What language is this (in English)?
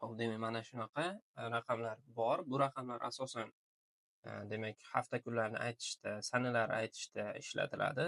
Uzbek